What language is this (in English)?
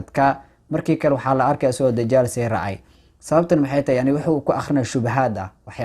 Somali